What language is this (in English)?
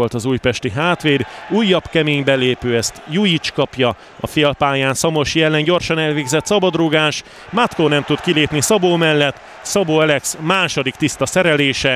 Hungarian